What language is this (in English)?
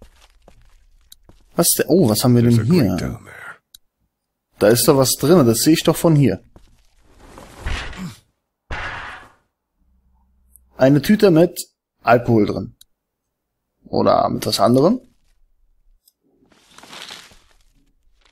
German